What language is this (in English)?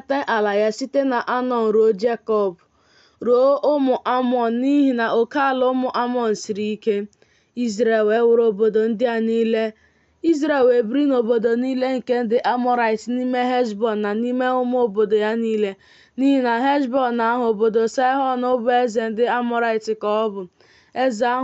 Igbo